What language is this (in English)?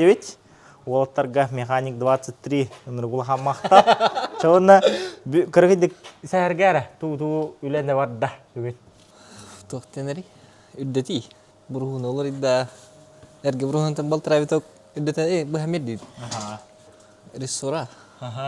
Yakut